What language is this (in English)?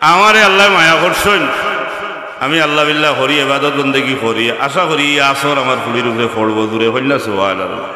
Sylheti